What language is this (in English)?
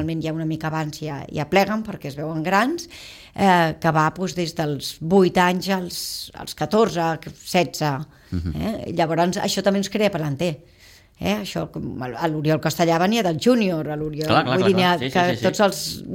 Catalan